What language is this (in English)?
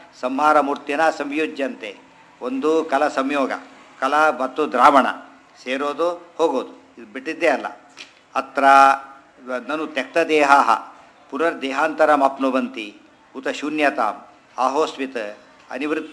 Kannada